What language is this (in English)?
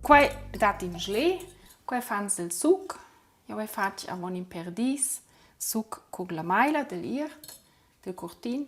Romansh